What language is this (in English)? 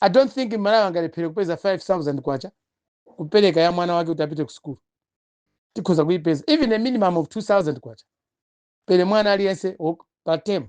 Nyanja